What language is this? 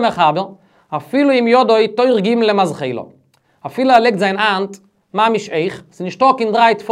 Yiddish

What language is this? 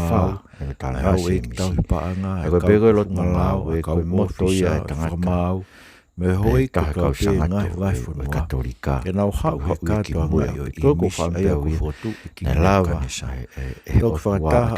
Tongan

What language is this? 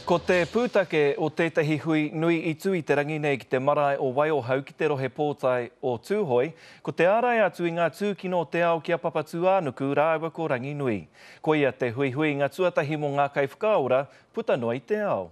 Māori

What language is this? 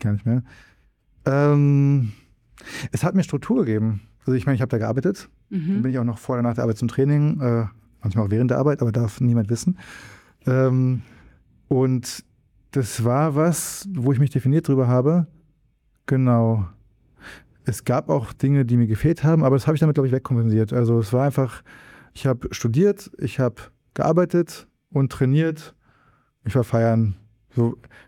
German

